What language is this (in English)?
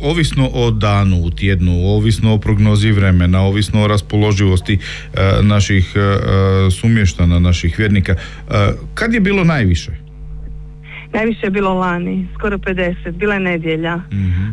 Croatian